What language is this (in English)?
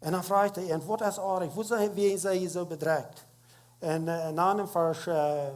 Plautdietsch